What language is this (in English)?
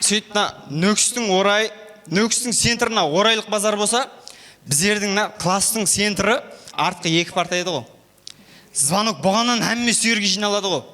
Kara-Kalpak